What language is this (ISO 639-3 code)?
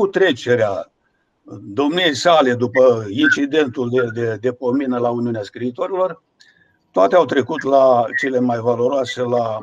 ron